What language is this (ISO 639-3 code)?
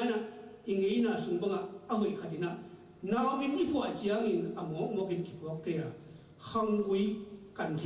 ctd